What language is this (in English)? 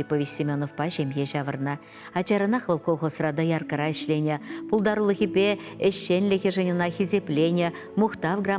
Chuvash